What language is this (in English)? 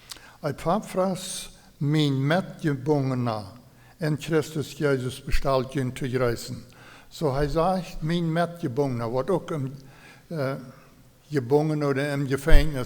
Plautdietsch